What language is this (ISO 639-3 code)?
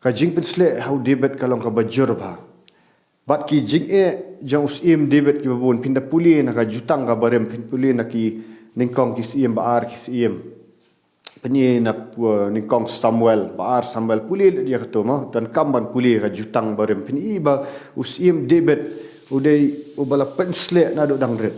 kha